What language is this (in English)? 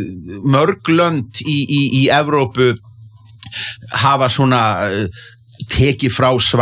Icelandic